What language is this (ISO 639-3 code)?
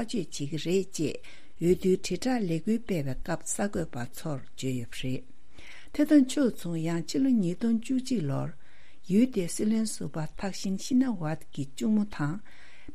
bod